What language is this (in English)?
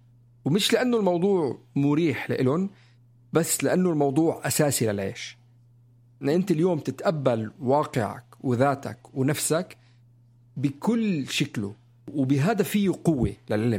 North Levantine Arabic